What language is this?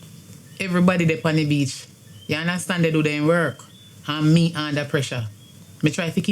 Jamaican Creole English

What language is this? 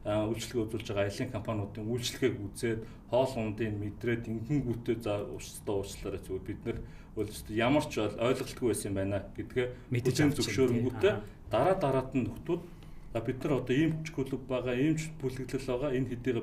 Mongolian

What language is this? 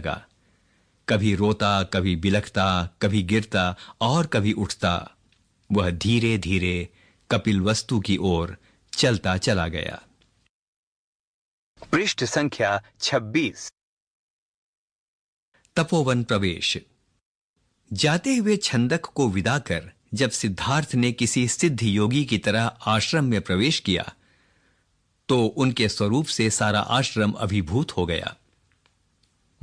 Hindi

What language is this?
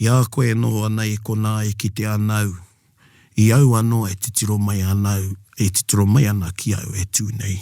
Māori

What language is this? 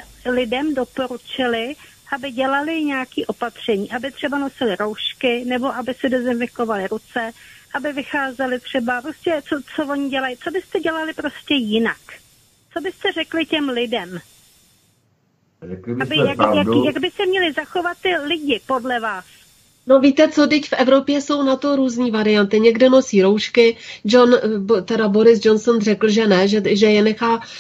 Czech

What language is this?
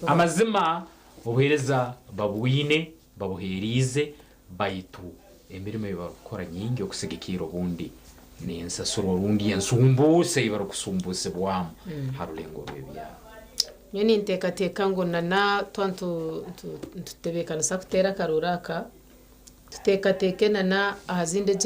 Nyankole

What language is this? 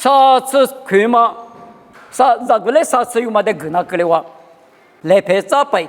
Lisu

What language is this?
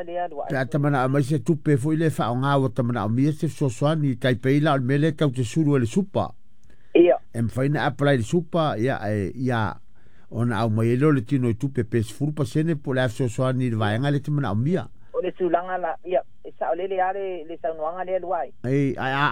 Samoan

